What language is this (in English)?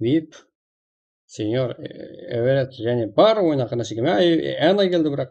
Kara-Kalpak